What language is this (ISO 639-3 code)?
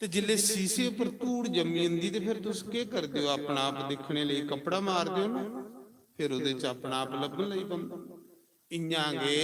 doi